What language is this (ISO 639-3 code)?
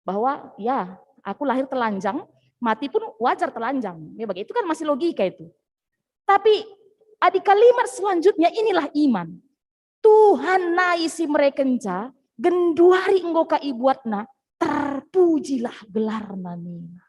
btx